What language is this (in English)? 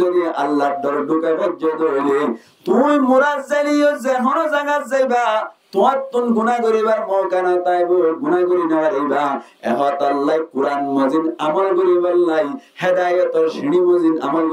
Rohingya